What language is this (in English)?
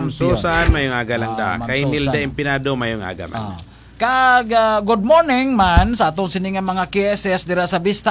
Hiligaynon